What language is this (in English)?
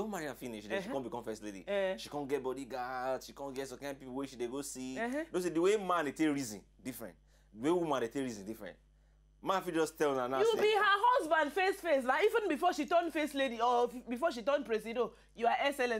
Nigerian Pidgin